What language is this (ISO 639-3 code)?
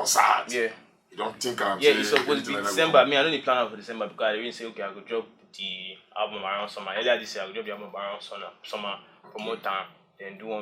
pcm